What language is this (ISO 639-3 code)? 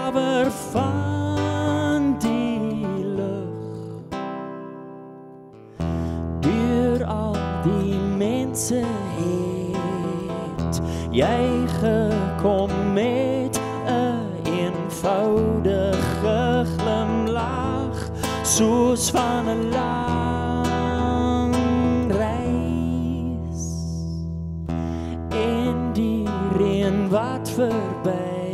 afr